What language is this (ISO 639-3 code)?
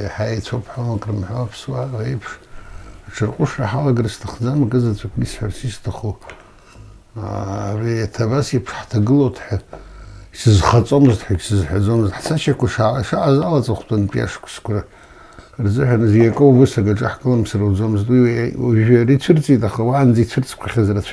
abk